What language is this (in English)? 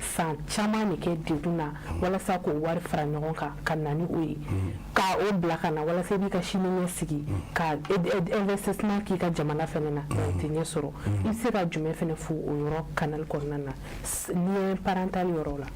Bambara